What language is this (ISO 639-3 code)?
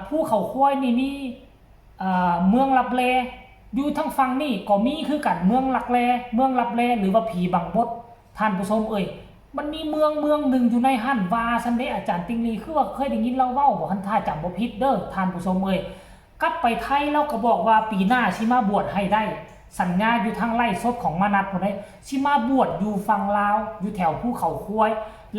tts